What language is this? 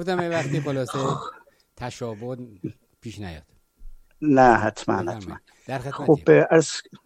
Persian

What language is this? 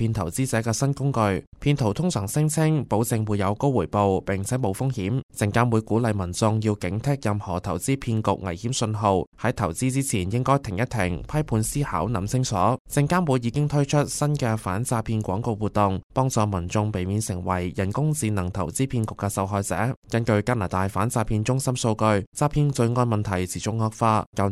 Cantonese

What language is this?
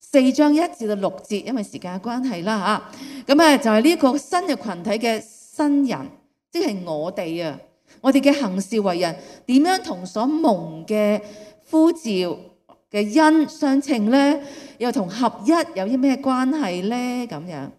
Cantonese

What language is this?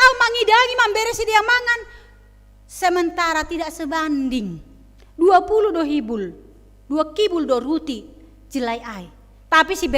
Batak Simalungun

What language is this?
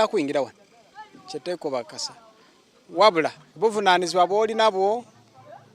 Soga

